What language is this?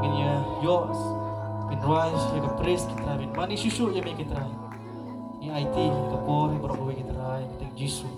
Khasi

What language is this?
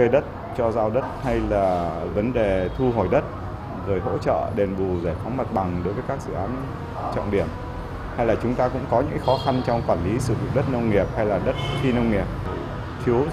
Vietnamese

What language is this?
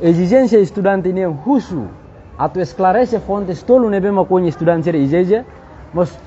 Tetum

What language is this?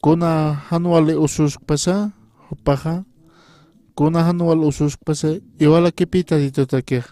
Aymara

